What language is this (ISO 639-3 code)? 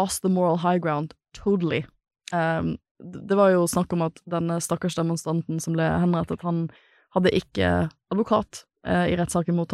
nor